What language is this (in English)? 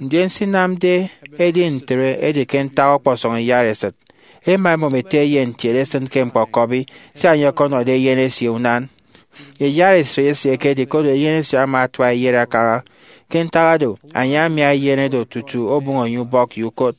Efik